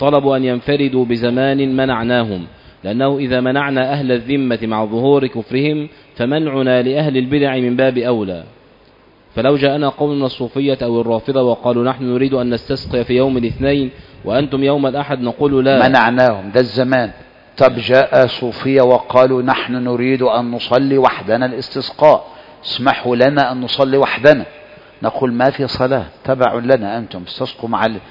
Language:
Arabic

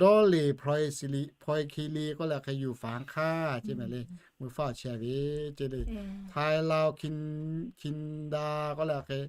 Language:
Lahu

